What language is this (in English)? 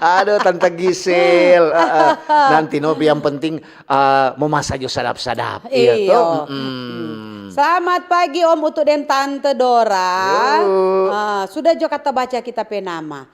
Manado Malay